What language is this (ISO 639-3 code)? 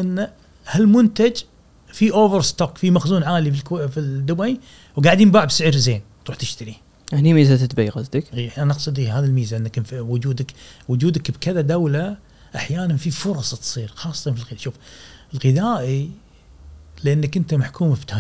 afb